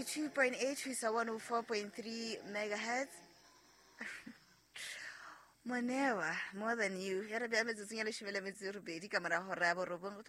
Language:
Southern Sotho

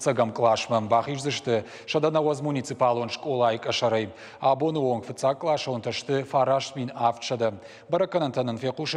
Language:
Ossetic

